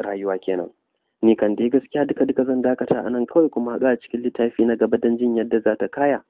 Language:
Hausa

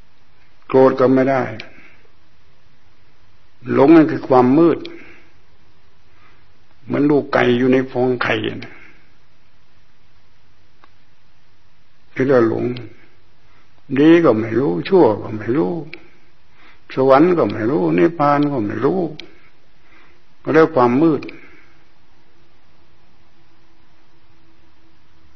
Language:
Thai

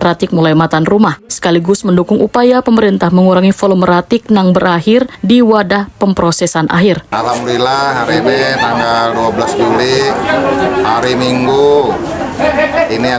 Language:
Banjar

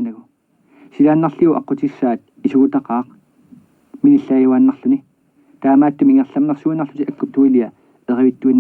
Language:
Kalaallisut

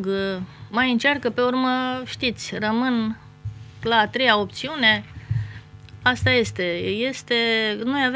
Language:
Romanian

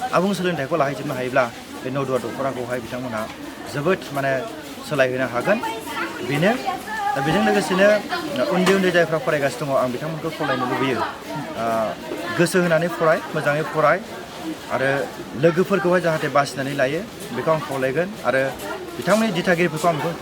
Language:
Bodo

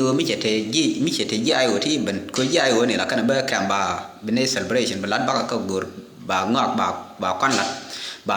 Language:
Nuer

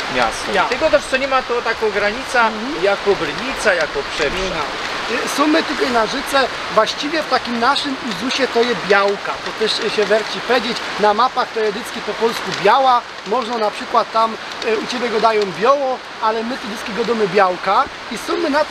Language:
Silesian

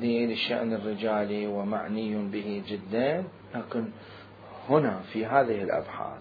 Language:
Mesopotamian Arabic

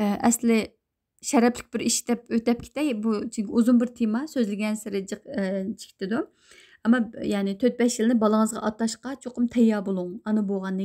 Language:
Uyghur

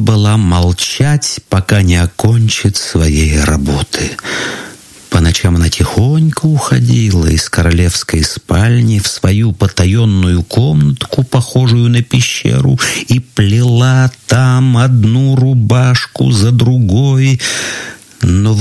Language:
Russian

